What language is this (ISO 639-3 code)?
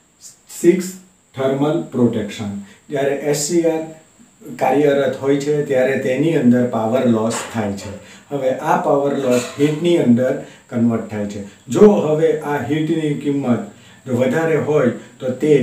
guj